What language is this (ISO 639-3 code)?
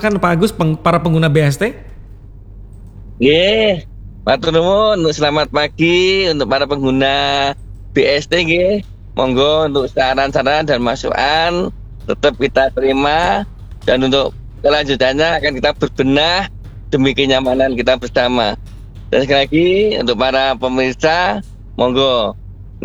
ind